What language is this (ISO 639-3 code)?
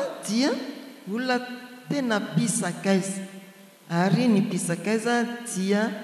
mlg